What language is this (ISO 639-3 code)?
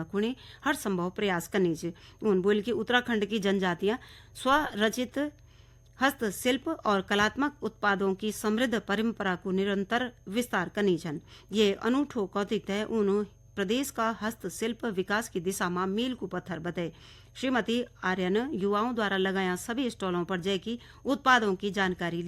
gbm